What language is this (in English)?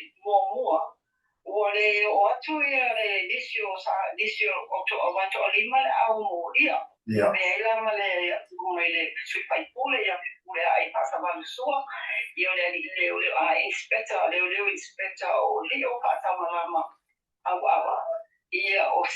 Samoan